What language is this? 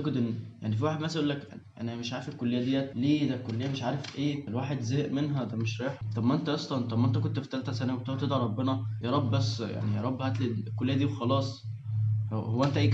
Egyptian Arabic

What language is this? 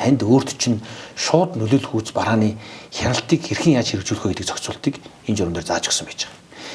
Mongolian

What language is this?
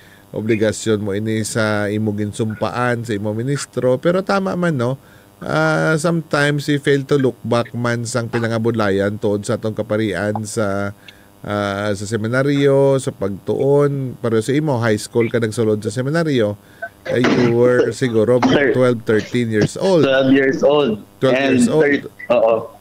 Hiligaynon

